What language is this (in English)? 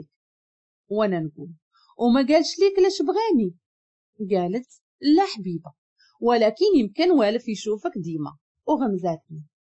Moroccan Arabic